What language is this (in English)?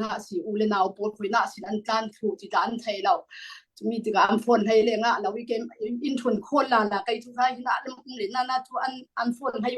Hakha Chin